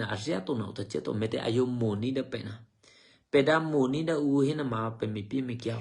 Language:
Eastern Kayah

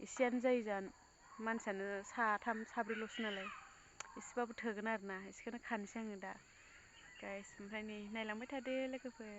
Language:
Bodo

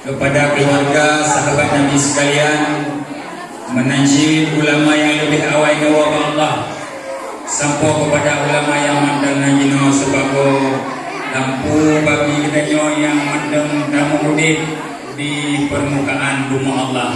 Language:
Achinese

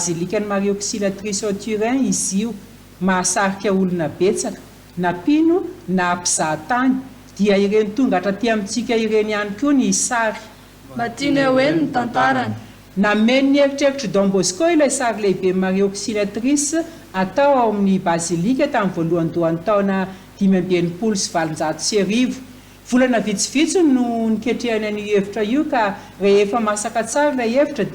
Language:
Malagasy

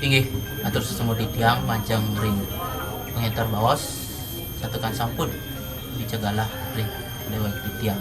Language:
Balinese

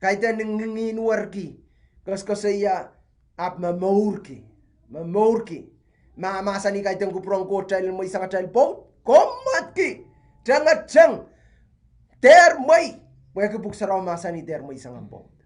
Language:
Pohnpeian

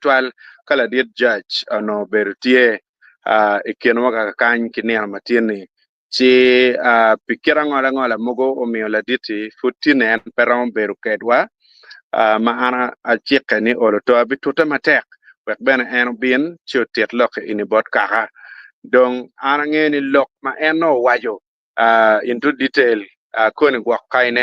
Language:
Acoli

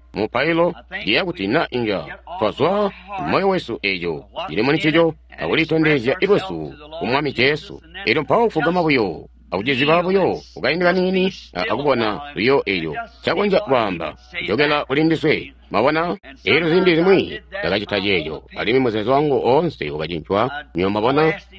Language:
Tonga (Zambia)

